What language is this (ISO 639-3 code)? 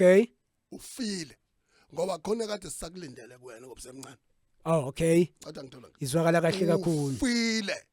zul